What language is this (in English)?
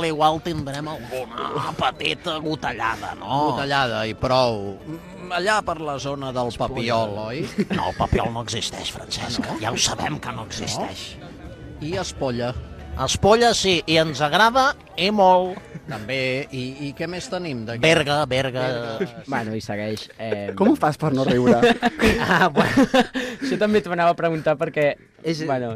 Catalan